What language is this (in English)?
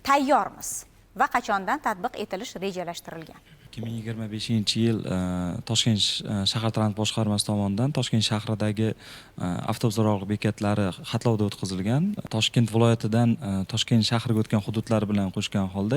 Uzbek